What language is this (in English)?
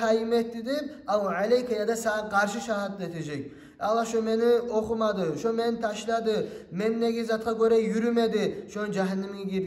Kumyk